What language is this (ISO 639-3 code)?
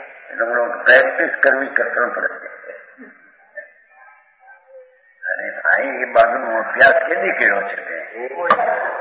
guj